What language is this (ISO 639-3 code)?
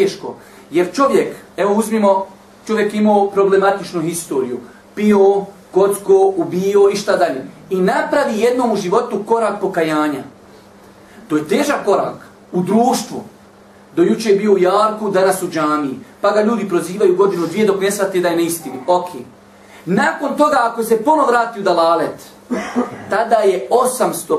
bos